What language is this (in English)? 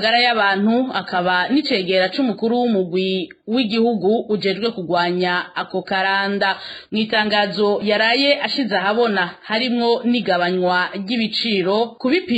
Rundi